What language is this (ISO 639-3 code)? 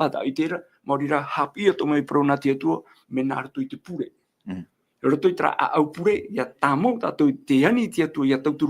tah